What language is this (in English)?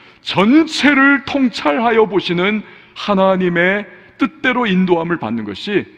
Korean